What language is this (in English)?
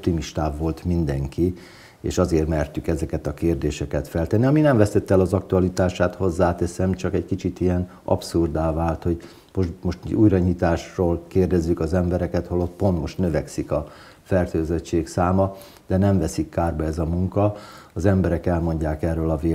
Hungarian